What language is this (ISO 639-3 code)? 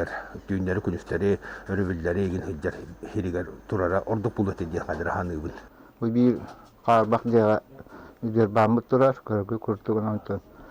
sah